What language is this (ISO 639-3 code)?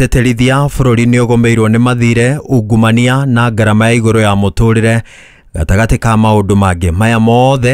kik